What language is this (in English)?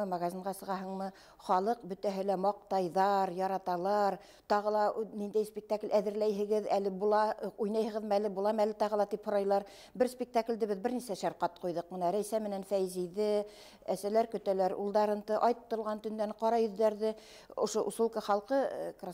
Bashkir